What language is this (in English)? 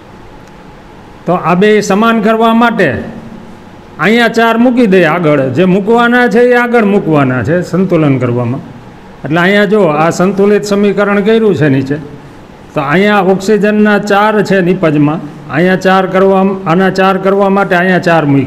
Gujarati